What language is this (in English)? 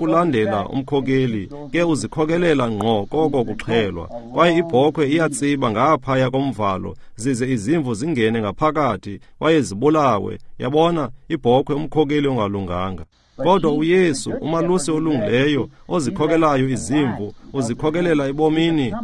Xhosa